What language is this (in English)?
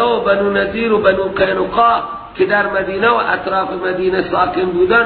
Persian